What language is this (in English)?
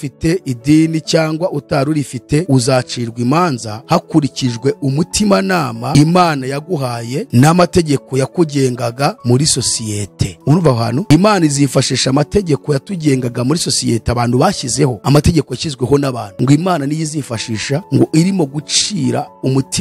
Kinyarwanda